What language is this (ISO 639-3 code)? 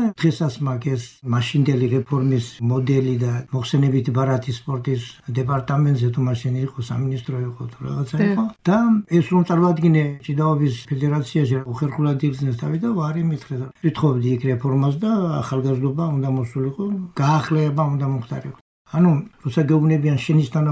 kat